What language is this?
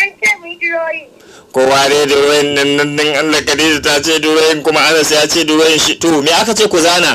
Hausa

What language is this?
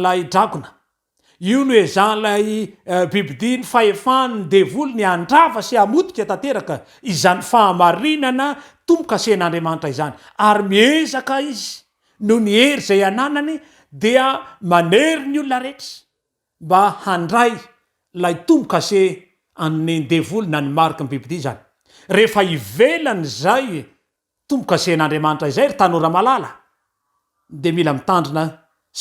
Malagasy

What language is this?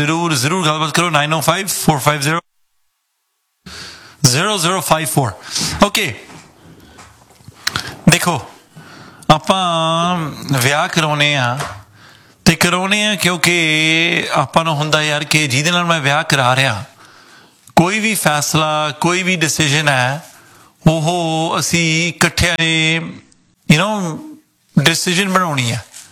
Punjabi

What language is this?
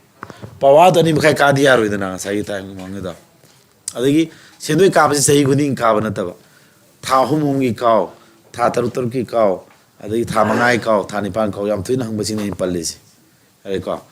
Manipuri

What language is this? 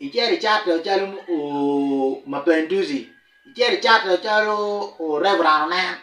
Acoli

